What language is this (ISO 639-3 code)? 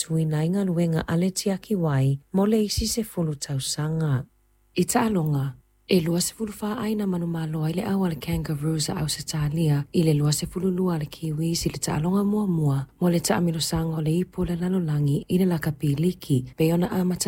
smo